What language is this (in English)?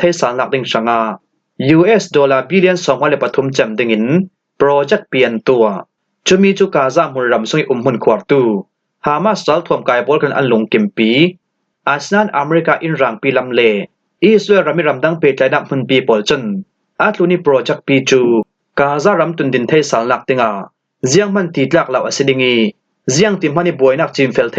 Falam Chin